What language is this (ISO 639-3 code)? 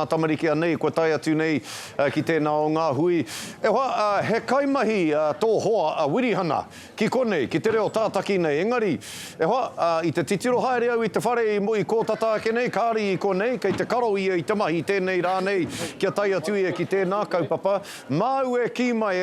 mri